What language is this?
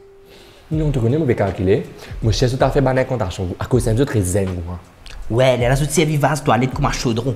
Morisyen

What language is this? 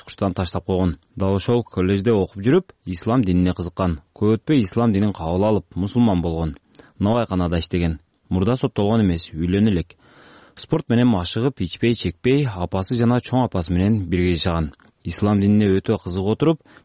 Kyrgyz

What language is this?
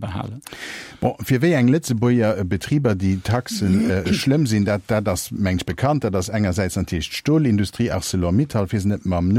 Luxembourgish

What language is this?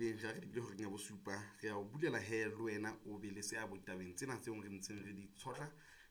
Southern Sotho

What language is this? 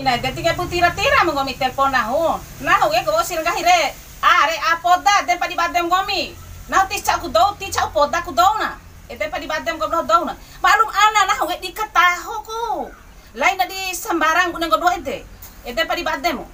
Bima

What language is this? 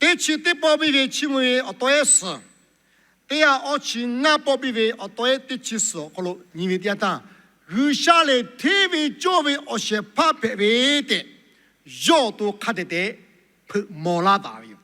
Lahu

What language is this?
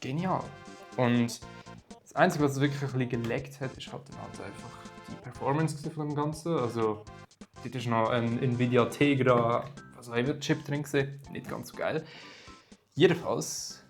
Swiss German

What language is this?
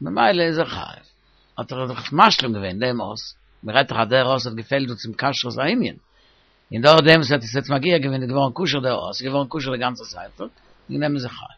Yiddish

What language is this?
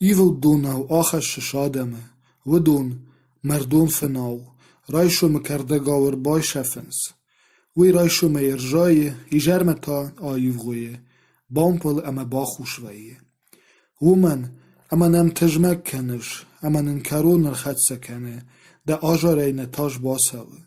Ossetic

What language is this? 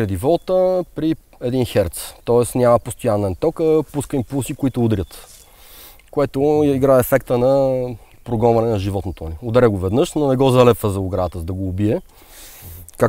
Bulgarian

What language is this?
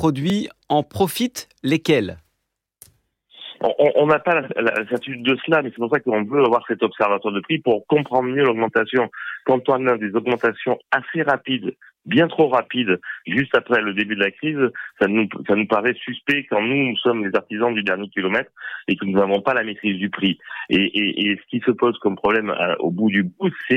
French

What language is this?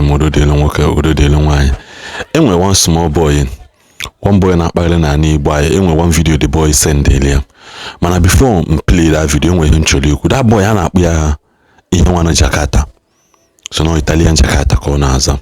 Igbo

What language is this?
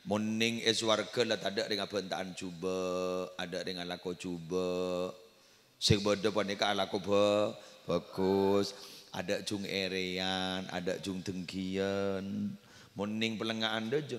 Madurese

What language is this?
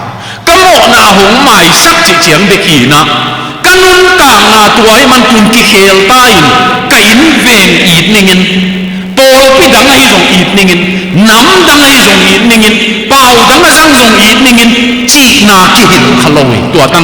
Tedim Chin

